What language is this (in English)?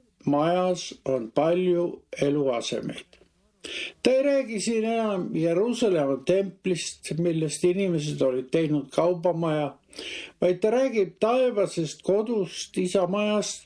Estonian